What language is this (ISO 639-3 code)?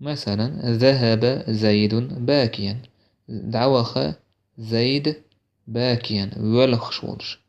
che